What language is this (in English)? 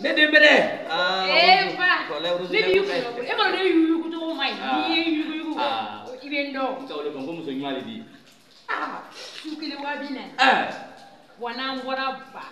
Bambara